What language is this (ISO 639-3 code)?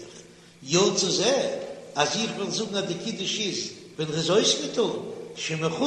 yid